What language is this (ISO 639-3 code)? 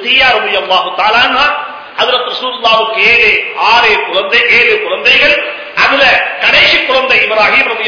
tam